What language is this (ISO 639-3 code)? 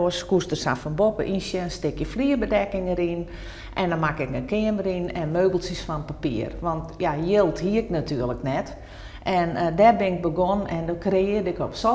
fry